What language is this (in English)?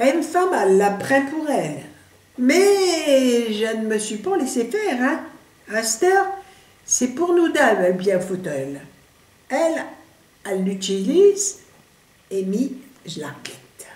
Picard